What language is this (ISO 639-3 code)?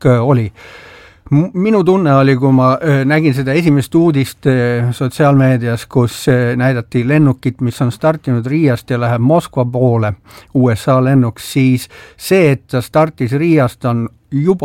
est